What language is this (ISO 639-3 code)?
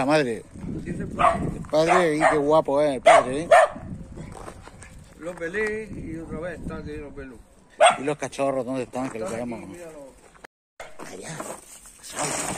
spa